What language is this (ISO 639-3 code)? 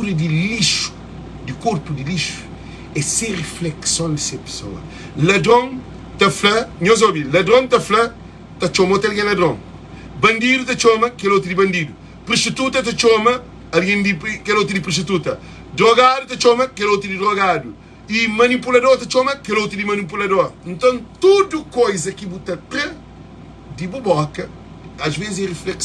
kea